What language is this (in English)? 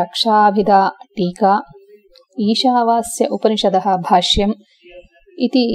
Sanskrit